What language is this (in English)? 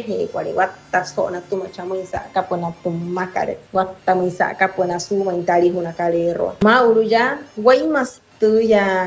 Wayuu